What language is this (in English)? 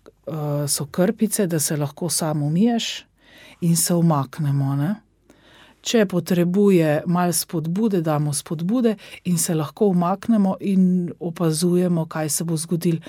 Slovenian